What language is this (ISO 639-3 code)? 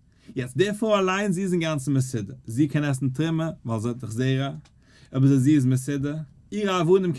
yid